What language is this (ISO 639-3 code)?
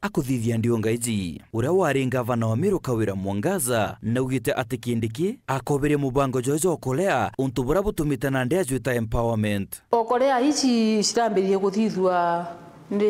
mer